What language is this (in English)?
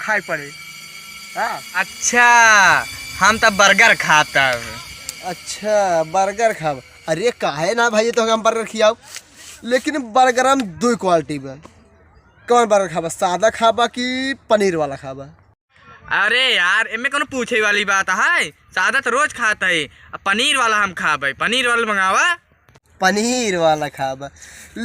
Awadhi